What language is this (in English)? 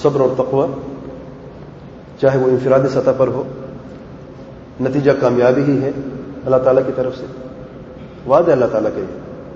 Urdu